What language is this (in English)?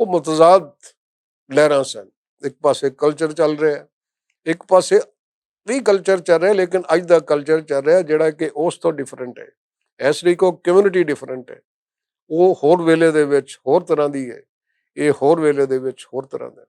Western Panjabi